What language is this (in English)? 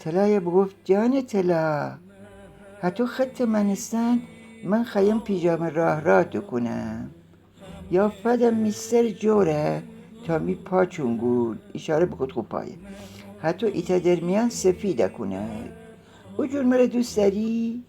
Gilaki